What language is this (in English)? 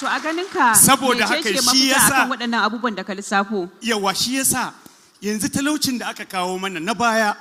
Hausa